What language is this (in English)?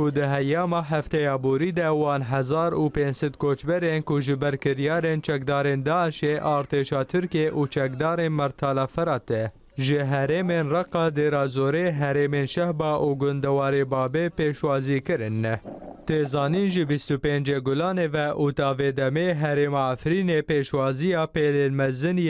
Kurdish